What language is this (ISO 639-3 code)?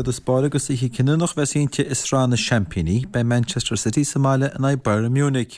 gle